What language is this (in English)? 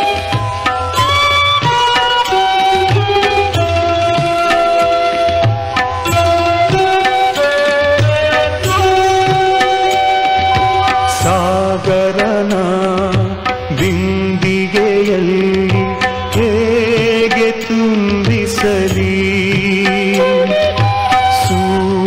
Kannada